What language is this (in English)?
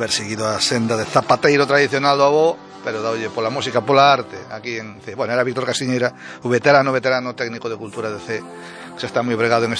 Galician